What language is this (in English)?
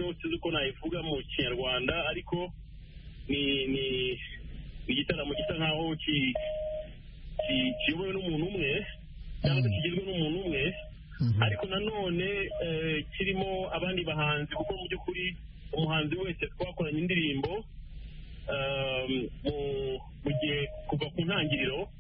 Kinyarwanda